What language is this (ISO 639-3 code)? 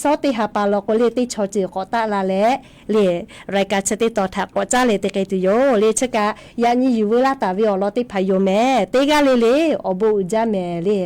lhu